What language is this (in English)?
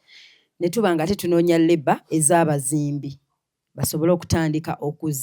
Ganda